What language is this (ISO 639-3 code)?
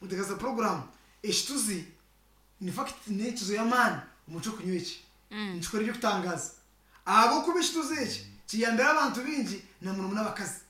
nyn